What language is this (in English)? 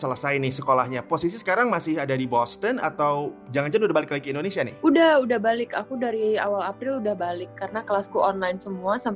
Indonesian